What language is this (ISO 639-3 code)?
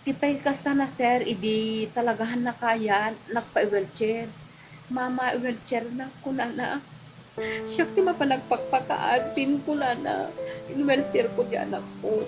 ilo